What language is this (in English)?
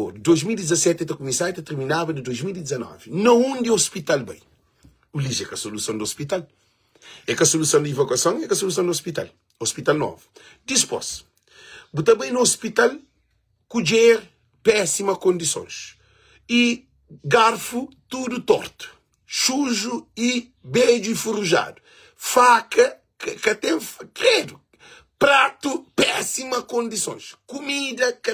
Kabuverdianu